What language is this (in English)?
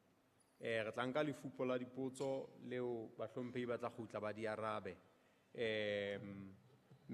Southern Sotho